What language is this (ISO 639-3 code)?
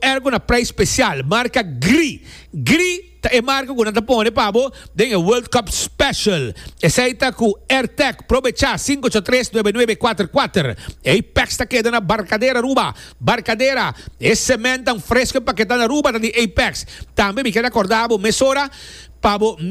pap